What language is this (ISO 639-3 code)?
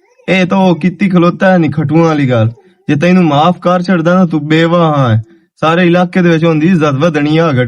lah